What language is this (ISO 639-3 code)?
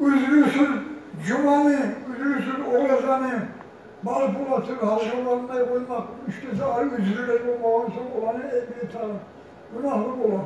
kum